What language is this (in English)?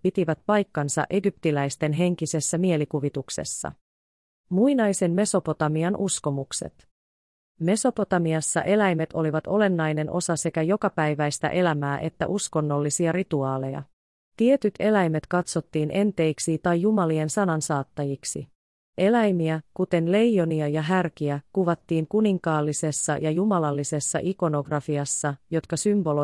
Finnish